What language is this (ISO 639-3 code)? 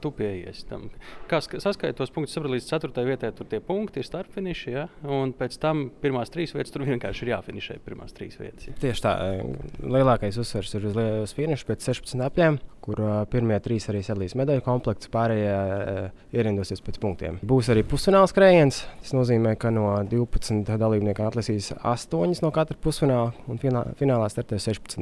lav